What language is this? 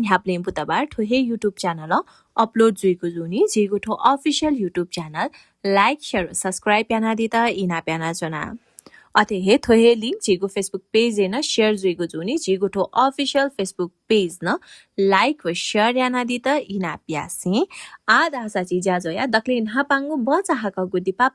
Newari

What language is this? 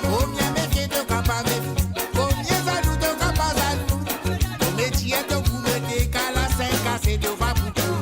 Morisyen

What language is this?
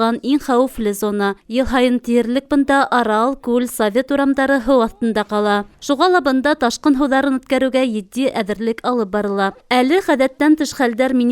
Bashkir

